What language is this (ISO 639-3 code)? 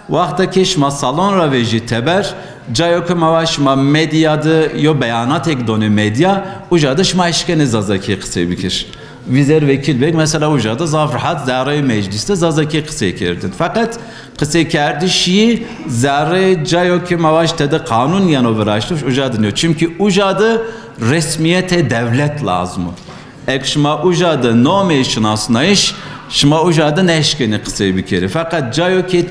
zza